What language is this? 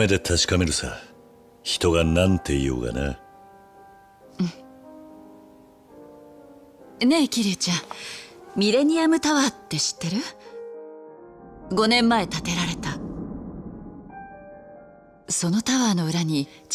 Japanese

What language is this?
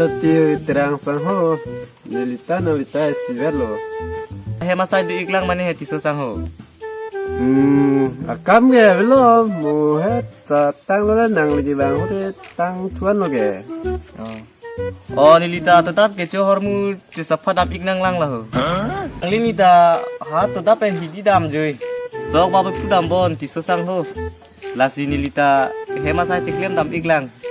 Karbi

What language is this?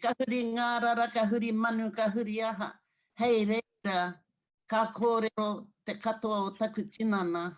Māori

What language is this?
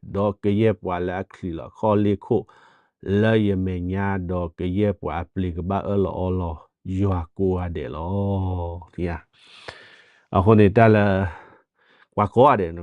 S'gaw Karen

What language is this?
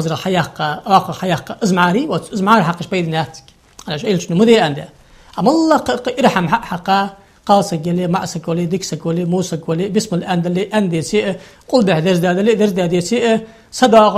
Ingush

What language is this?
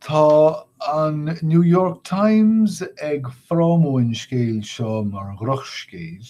Irish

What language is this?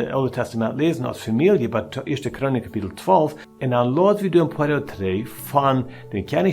Plautdietsch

